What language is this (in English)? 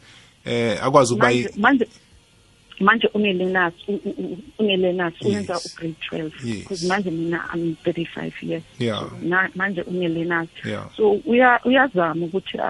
South Ndebele